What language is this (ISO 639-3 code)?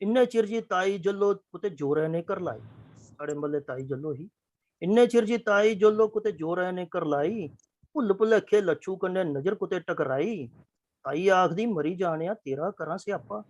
doi